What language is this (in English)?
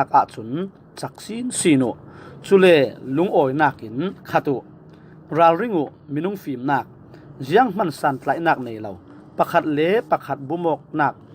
Falam Chin